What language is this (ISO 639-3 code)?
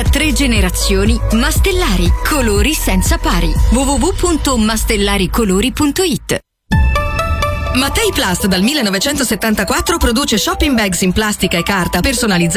ita